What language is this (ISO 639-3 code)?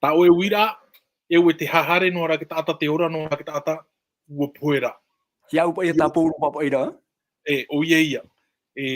tah